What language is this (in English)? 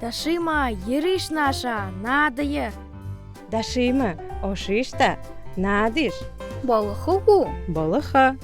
Buriat